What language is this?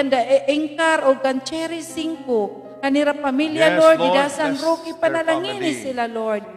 Waray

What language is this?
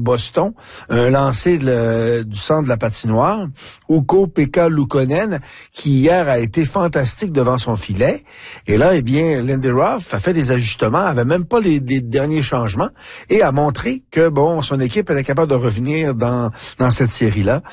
French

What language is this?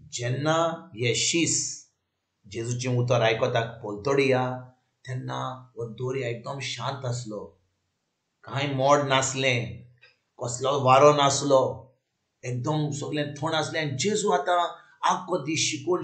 Konkani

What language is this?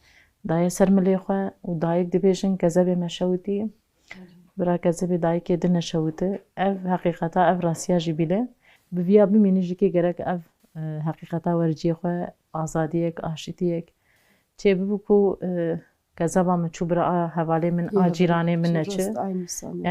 Kurdish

